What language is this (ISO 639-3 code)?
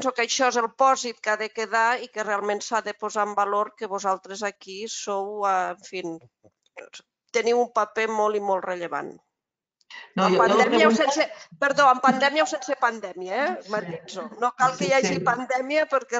cat